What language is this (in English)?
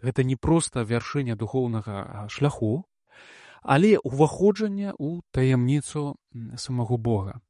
Belarusian